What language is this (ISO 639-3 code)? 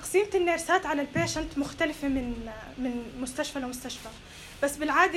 apc